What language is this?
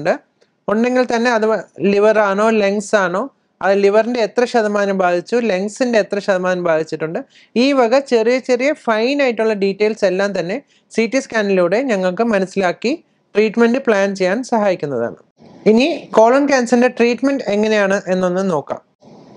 Malayalam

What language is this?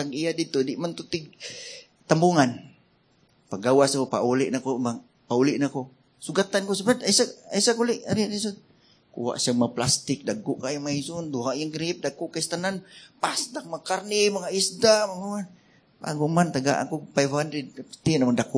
Cebuano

